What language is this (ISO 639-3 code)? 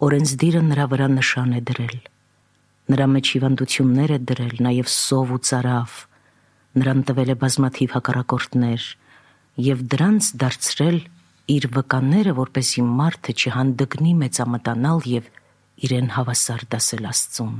hye